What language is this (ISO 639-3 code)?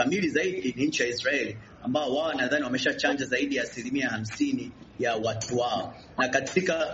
swa